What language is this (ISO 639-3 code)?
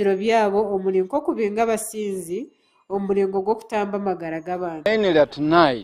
nyn